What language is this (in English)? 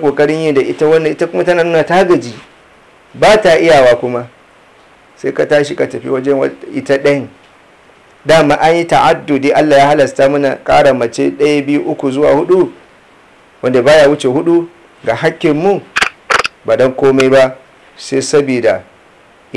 Hausa